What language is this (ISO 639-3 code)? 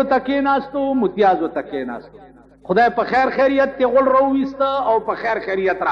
pus